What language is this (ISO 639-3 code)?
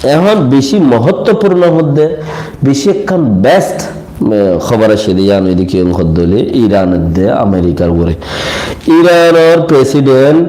rhg